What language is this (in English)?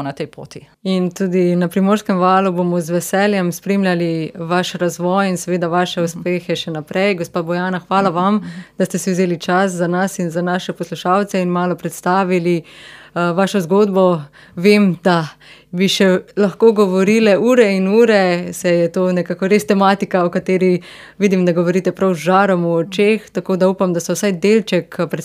Slovenian